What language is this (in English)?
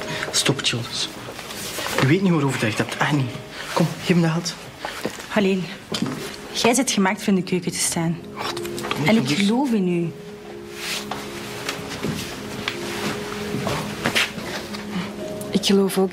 Dutch